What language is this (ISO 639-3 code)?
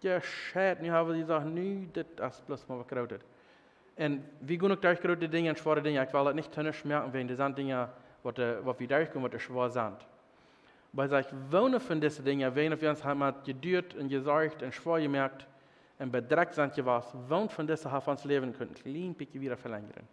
pdt